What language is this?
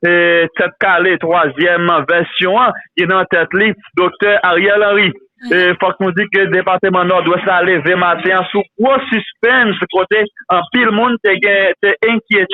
Haitian Creole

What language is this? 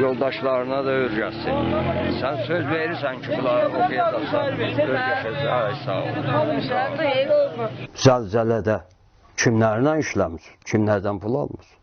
South Azerbaijani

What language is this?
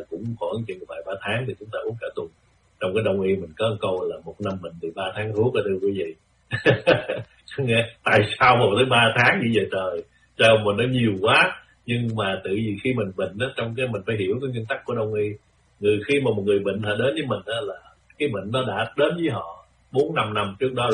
Vietnamese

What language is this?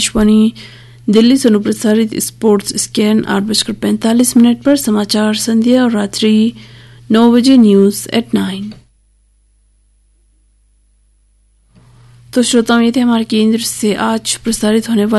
Hindi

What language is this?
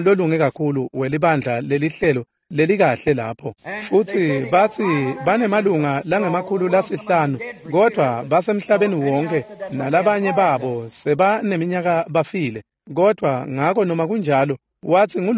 Swati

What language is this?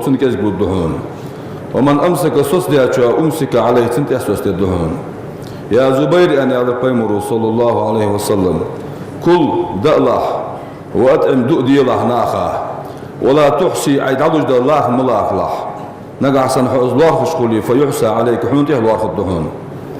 Ingush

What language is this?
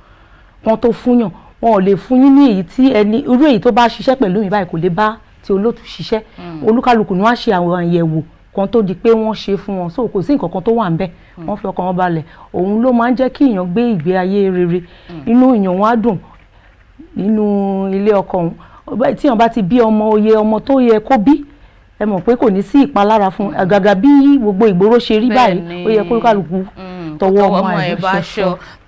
Yoruba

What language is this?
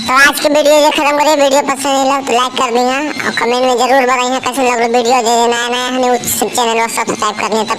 Magahi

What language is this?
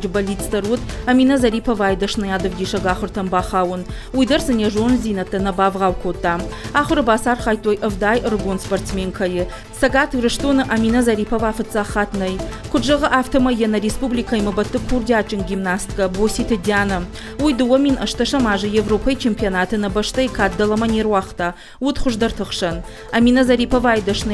Ossetic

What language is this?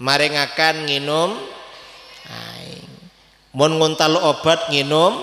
Madurese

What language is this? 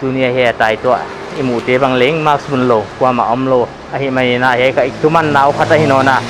Paite Chin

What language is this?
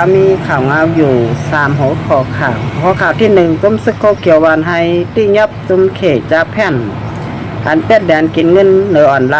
Shan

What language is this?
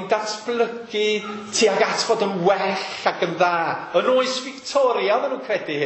Welsh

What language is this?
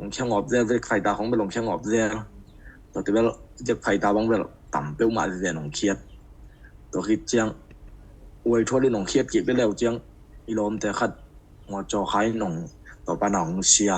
Tedim Chin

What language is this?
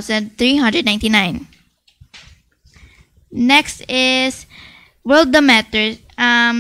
Hiligaynon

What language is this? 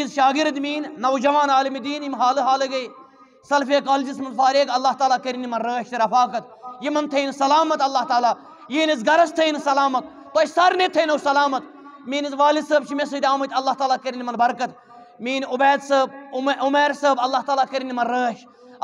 Kashmiri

